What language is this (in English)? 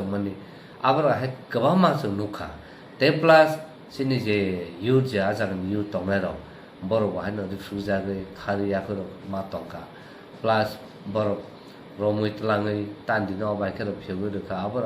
Kok Borok